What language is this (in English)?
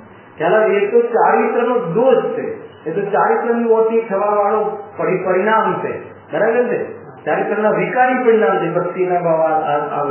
Gujarati